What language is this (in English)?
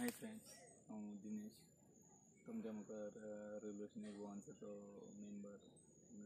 Konkani